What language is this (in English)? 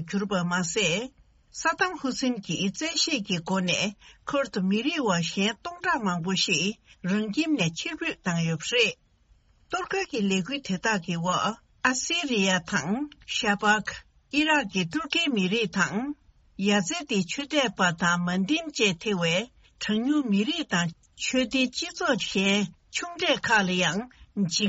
Tibetan